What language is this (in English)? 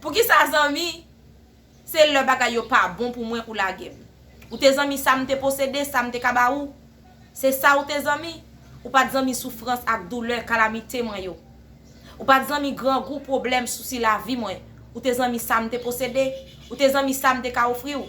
Haitian Creole